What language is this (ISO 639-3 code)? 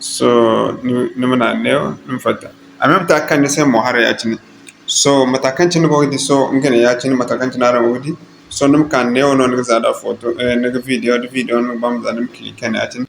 dje